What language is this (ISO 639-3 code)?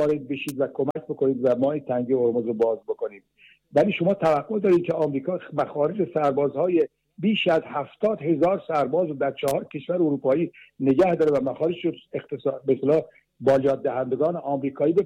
fas